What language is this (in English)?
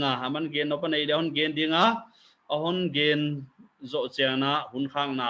Paite Chin